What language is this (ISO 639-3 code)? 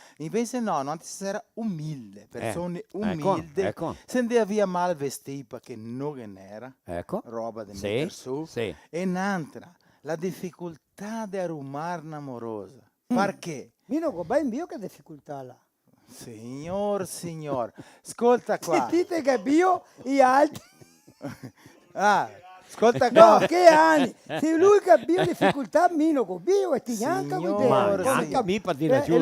vec